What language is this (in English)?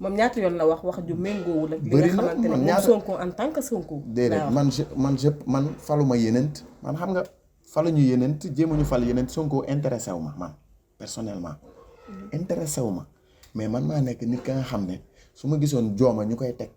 Wolof